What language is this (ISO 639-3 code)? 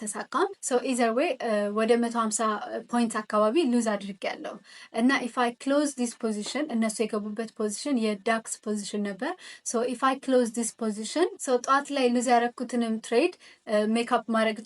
amh